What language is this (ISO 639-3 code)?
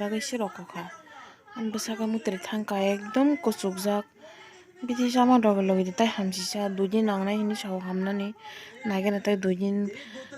trp